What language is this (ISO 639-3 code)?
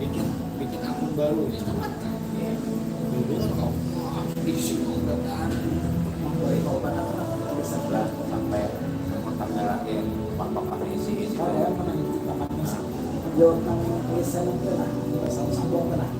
bjn